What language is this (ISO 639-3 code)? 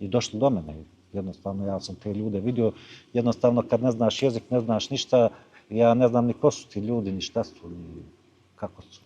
bos